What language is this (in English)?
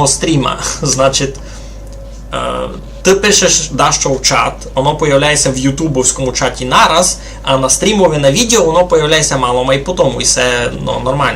Rusyn